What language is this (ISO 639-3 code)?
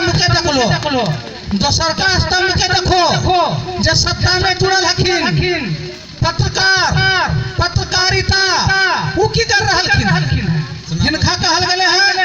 mag